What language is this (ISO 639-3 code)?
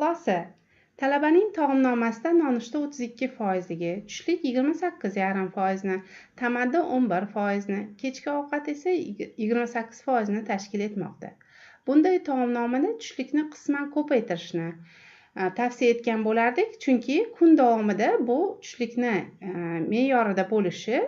uzb